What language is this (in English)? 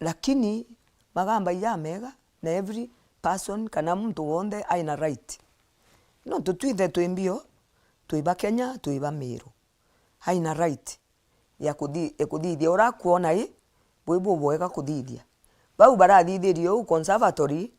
Meru